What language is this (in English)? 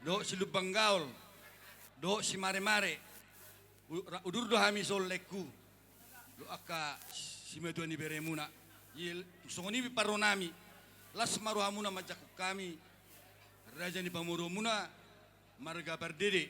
Batak Toba